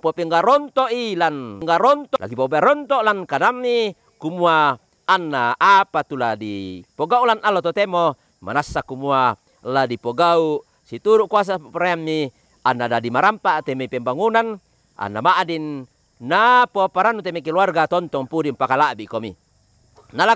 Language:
Toraja-Sa'dan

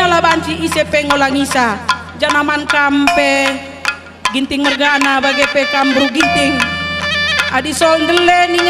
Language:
Batak Karo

